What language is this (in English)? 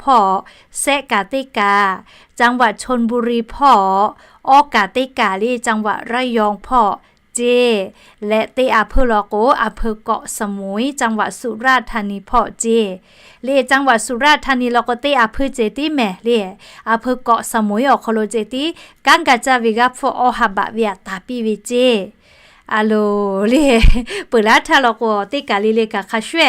Lahu